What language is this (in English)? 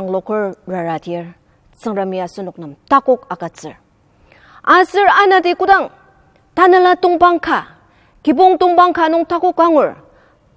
Ao Naga